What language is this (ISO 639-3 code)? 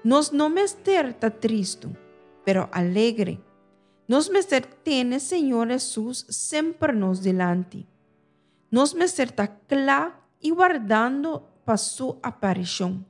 pap